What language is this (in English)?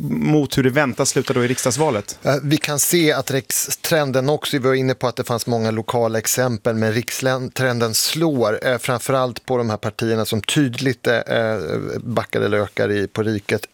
Swedish